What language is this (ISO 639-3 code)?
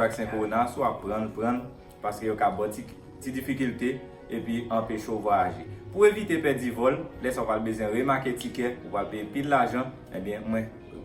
hat